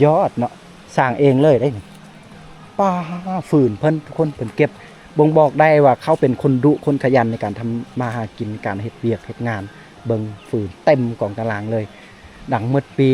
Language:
Lao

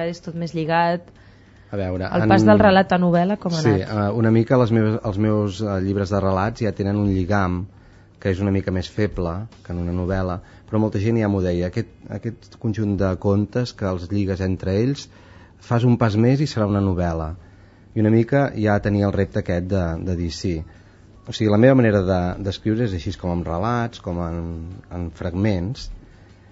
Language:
Catalan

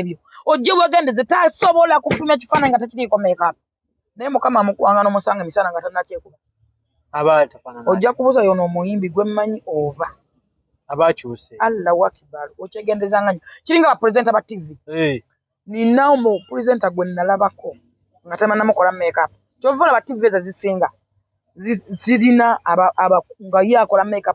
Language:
Ganda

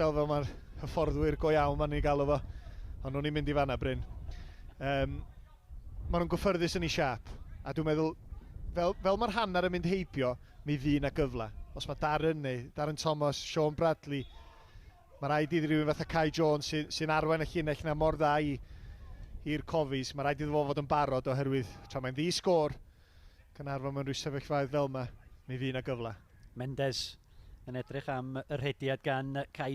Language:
Welsh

